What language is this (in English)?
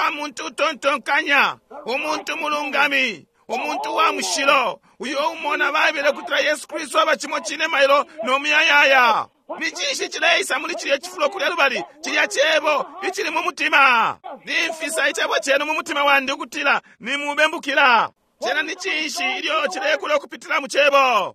Bemba